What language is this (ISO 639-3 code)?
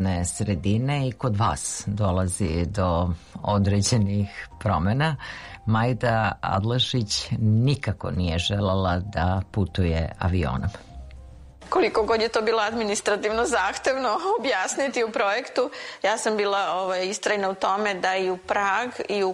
srp